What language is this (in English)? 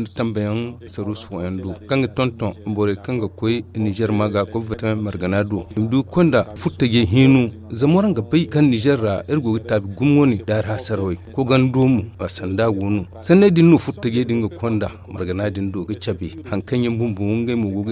Zarma